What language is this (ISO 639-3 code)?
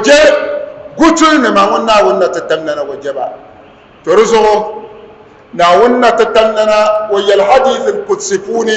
dag